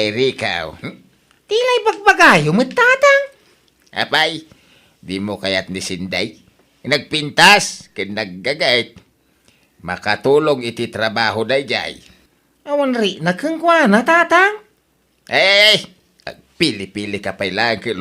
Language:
Iloko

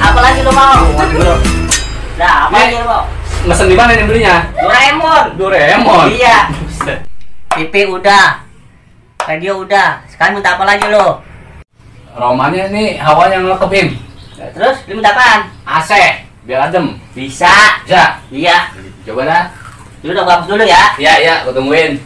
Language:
Betawi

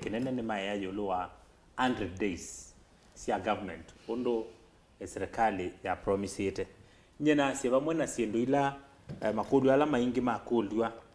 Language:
Kamba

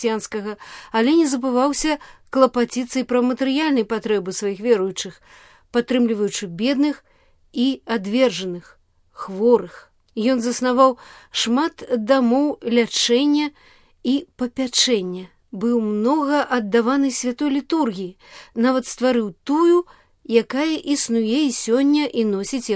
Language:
Belarusian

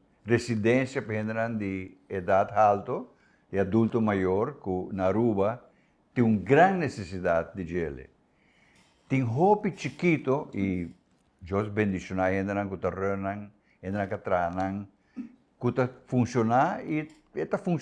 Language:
Papiamento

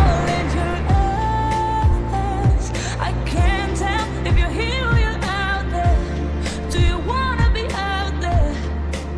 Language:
English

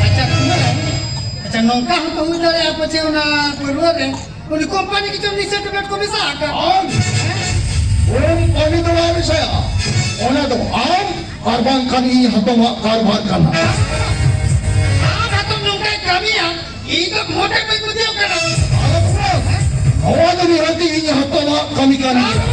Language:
Santali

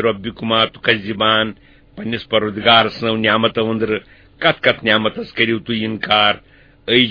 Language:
Kashmiri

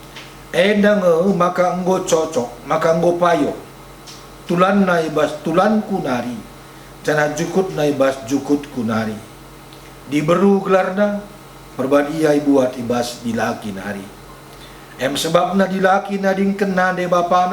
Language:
Batak Karo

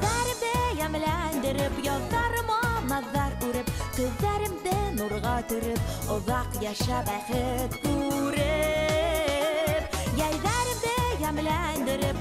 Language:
Bashkir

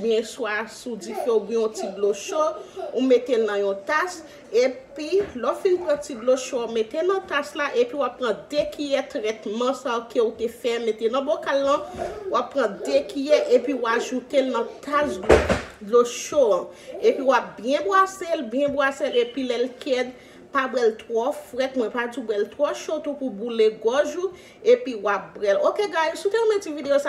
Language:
Haitian Creole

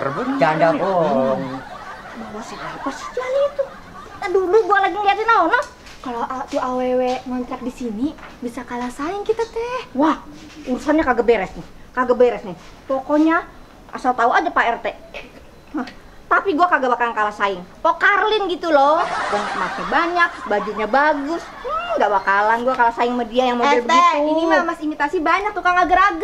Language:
Betawi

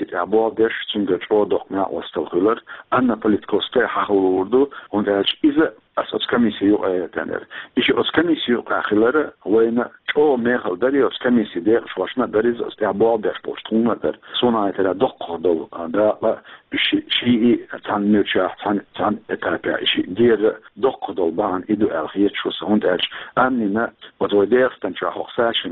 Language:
Chechen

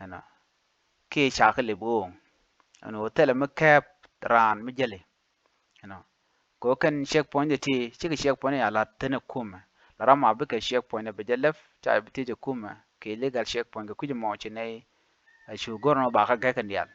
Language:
Nuer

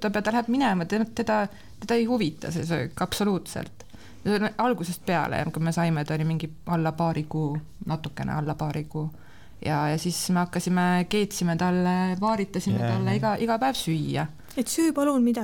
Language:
Estonian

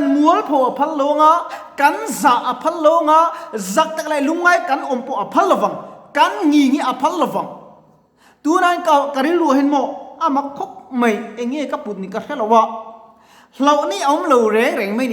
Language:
Mizo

